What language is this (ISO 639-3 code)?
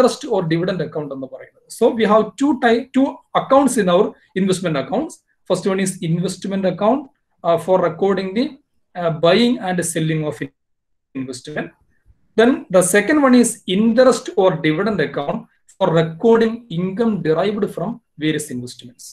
mal